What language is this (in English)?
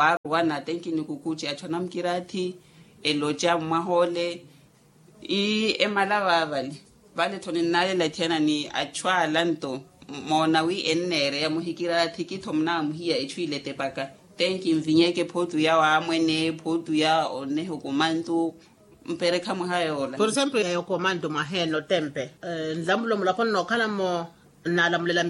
Makhuwa